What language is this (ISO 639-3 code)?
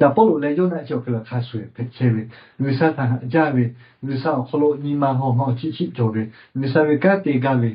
lhu